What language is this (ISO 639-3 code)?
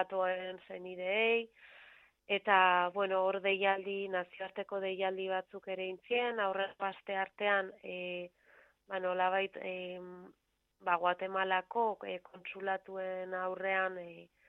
eus